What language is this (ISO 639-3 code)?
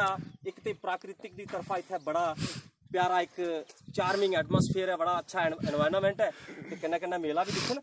doi